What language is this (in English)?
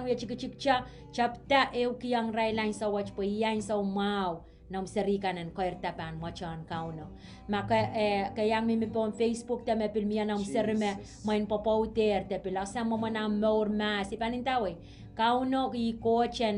Pohnpeian